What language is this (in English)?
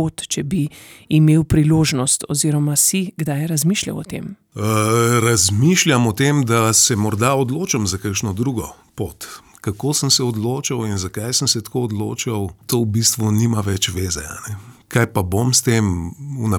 Slovenian